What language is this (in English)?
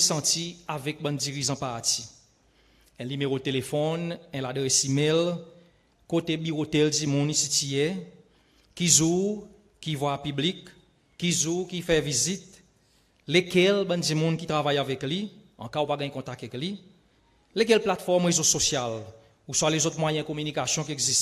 Seselwa Creole French